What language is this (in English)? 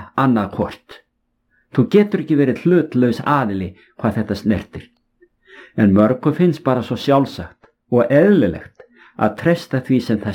Icelandic